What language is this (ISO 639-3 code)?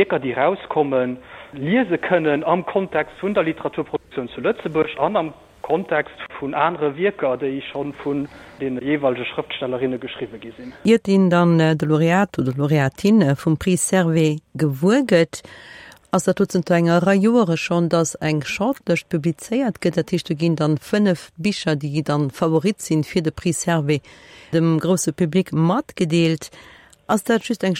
ltz